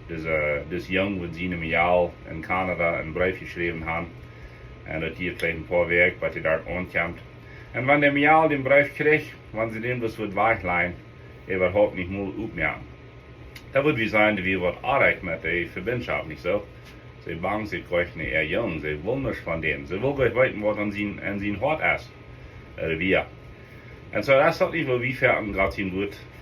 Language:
Plautdietsch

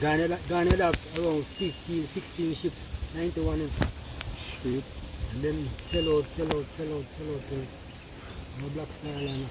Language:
Jamaican Creole English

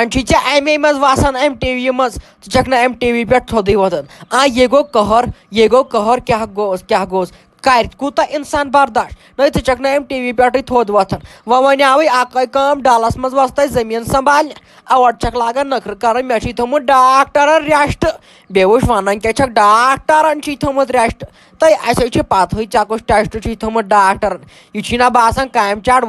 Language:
Kashmiri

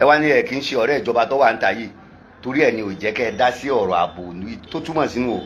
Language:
Yoruba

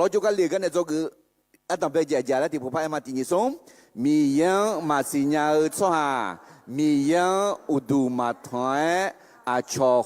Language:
Akha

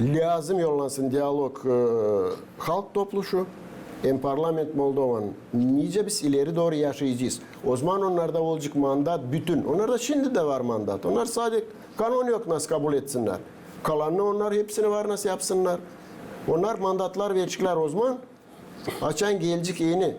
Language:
Gagauz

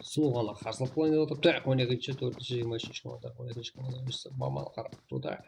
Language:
Kara-Kalpak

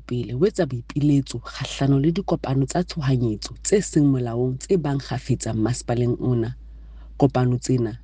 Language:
Southern Sotho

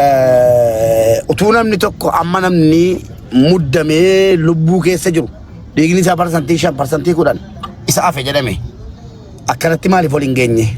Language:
Oromo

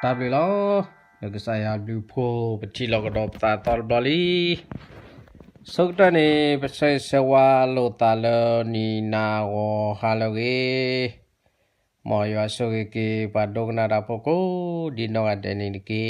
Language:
S'gaw Karen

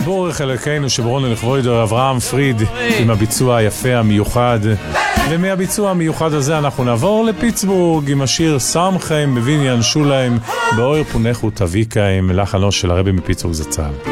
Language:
Hebrew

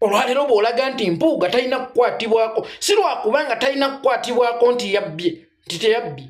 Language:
Ganda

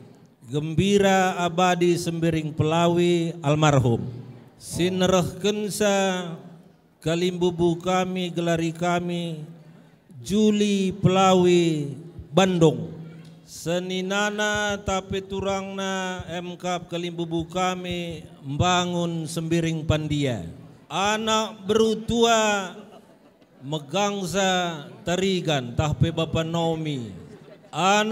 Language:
Batak Karo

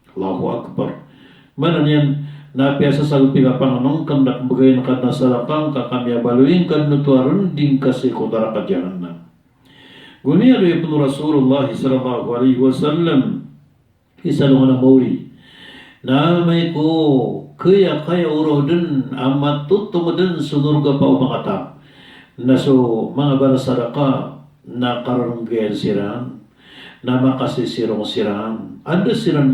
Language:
Maranao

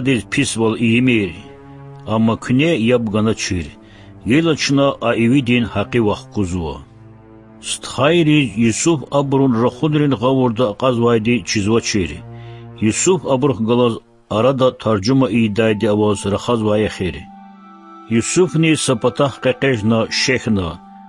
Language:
Lezghian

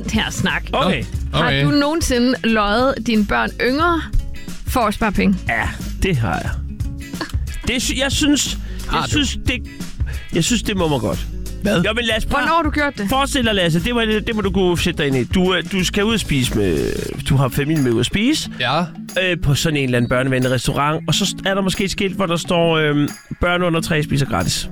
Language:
Danish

